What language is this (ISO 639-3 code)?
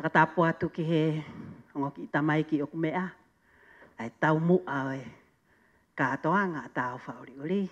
ton